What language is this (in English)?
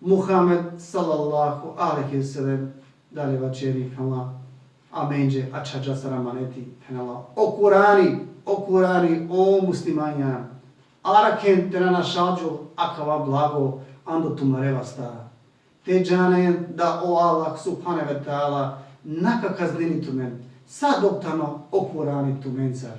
Balkan Romani